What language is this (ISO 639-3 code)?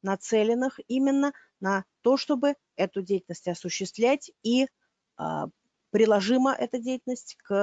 rus